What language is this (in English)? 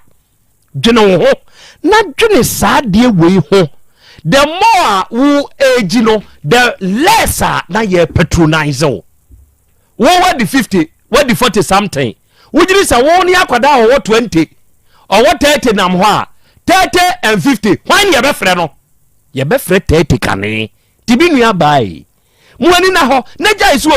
Akan